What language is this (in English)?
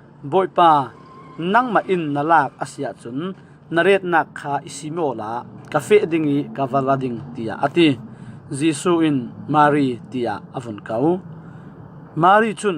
Falam Chin